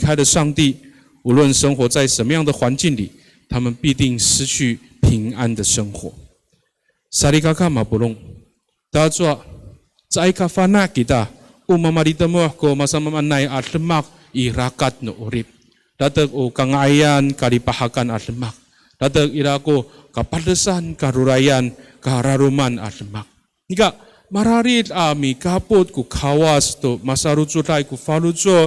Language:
Amis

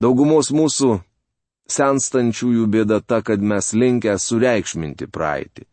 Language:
Lithuanian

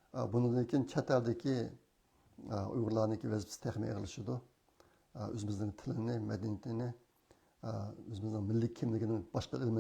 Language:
Uyghur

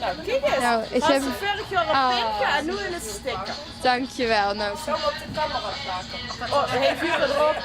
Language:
Limburgish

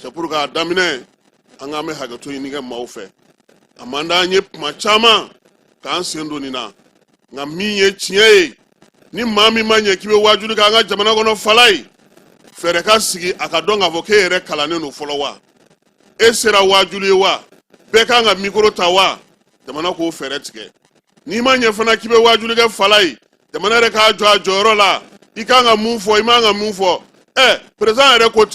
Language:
Bambara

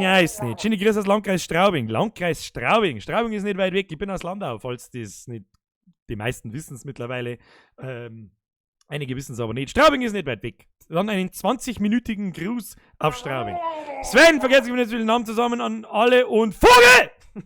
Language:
Bavarian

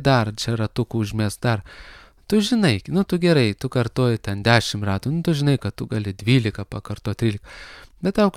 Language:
Lithuanian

